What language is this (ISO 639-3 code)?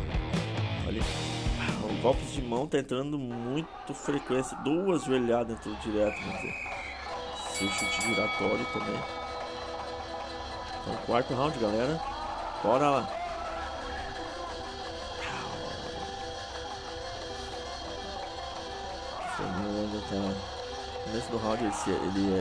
por